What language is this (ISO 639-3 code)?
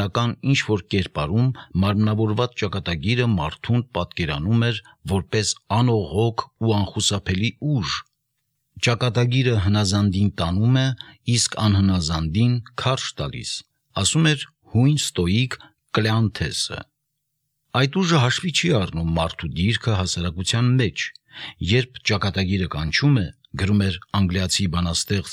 hye